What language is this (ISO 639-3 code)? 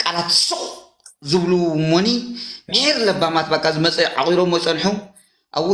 tir